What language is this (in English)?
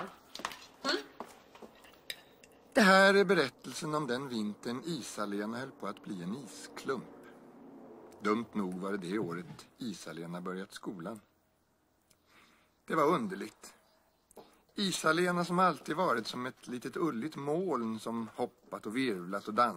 Swedish